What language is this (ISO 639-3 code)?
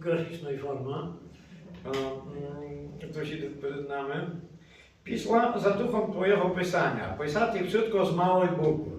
rue